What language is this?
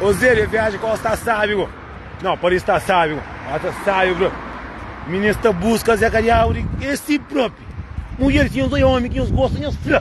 Kabuverdianu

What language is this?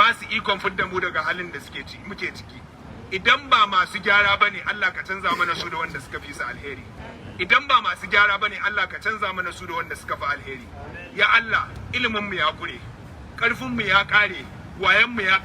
Hausa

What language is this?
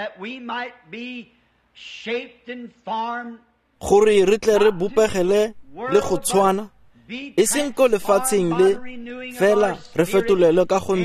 Tswana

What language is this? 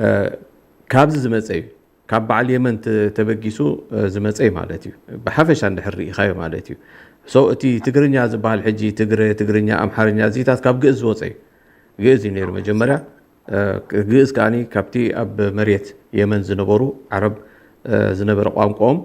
Tigrinya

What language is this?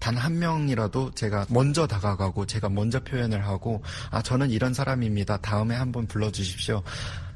Korean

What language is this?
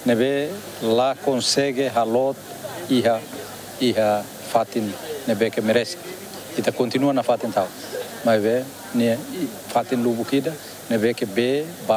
Tetum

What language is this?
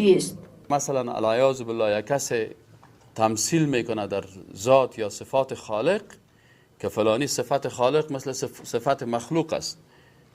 Persian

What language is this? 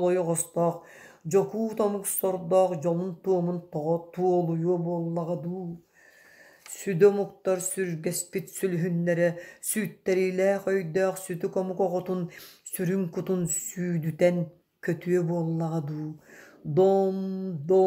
Yakut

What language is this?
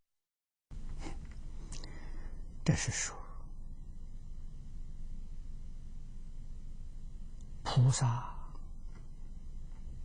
Chinese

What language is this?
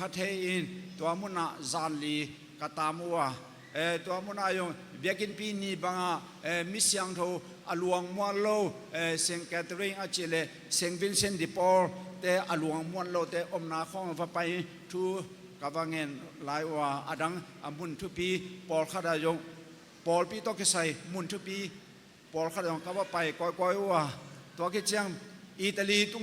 Tedim Chin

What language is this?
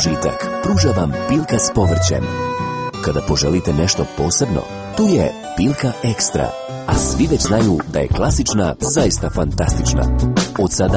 Croatian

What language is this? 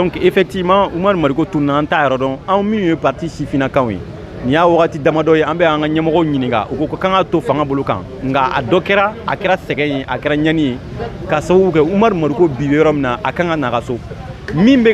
Bambara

